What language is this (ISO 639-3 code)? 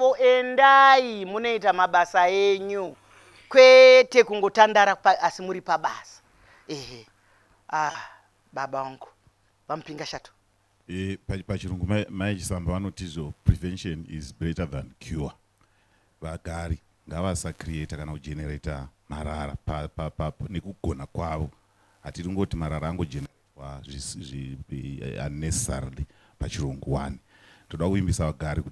sna